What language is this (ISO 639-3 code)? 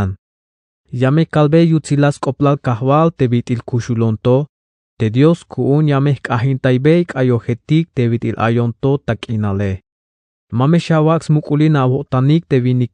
tzh